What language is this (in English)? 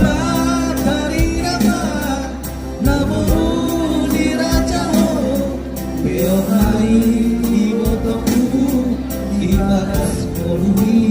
Batak Toba